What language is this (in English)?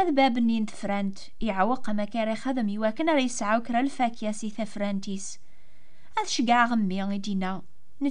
Kabyle